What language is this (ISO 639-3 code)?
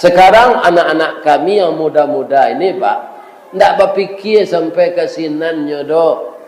min